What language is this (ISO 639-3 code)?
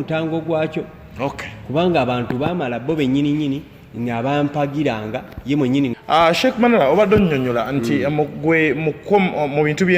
lug